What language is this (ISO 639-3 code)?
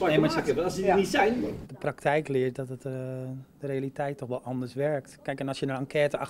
nld